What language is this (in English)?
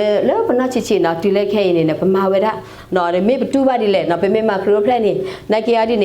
S'gaw Karen